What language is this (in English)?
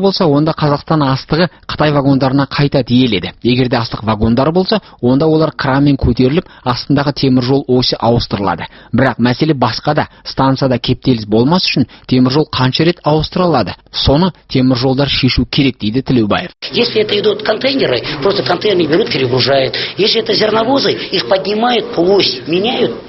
Kazakh